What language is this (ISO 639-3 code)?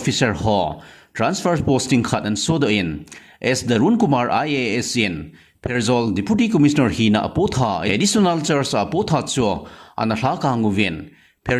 tcz